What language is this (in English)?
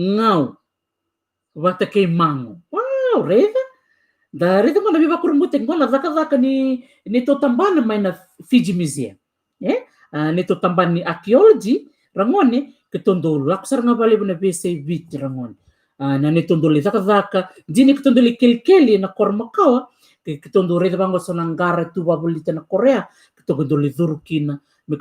Fijian